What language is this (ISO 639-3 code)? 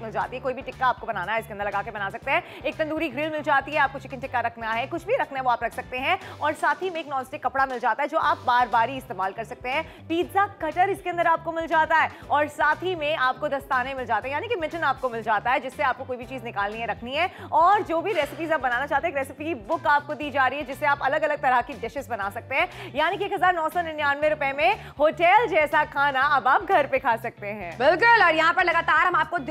hin